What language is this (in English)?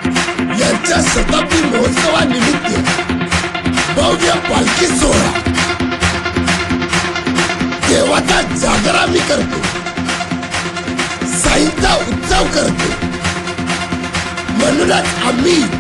Marathi